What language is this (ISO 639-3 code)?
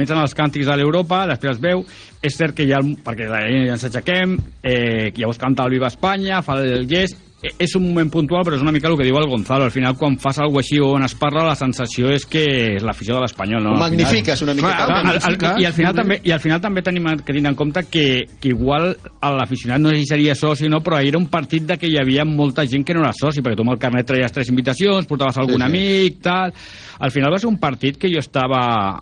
cat